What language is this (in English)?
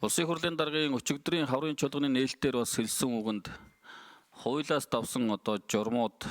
Mongolian